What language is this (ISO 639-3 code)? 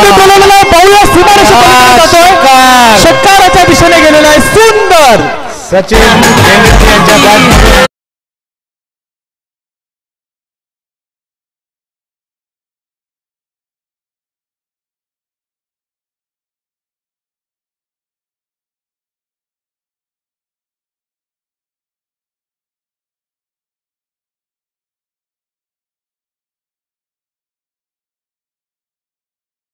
mar